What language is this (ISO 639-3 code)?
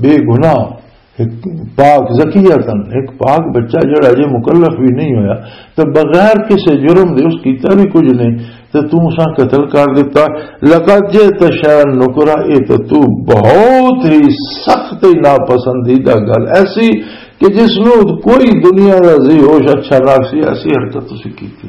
lah